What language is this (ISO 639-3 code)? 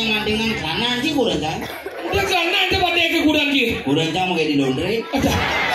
ban